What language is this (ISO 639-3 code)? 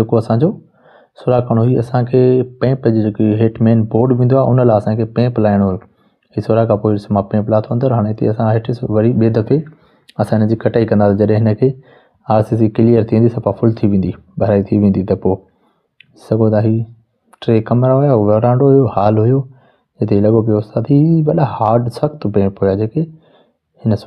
snd